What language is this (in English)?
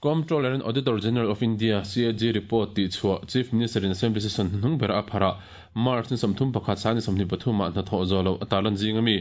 Mizo